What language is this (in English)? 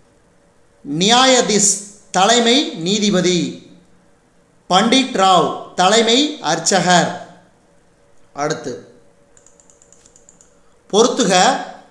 Tamil